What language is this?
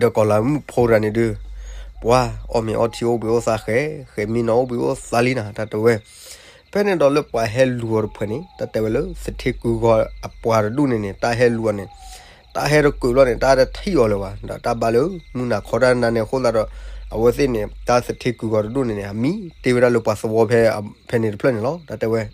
S'gaw Karen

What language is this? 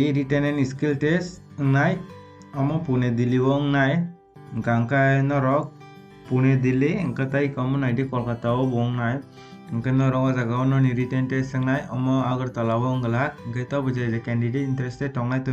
Kok Borok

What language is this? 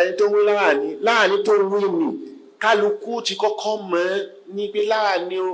Yoruba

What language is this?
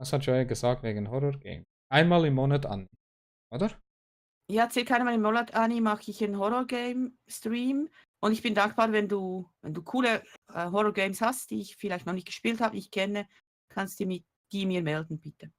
Swiss German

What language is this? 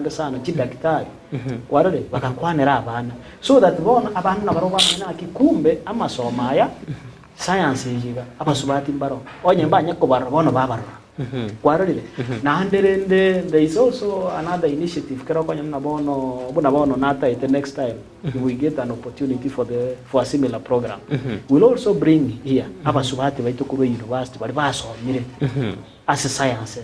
Gusii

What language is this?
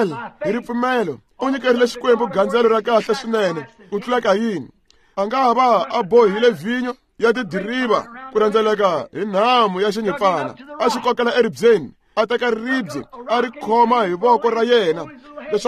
Tsonga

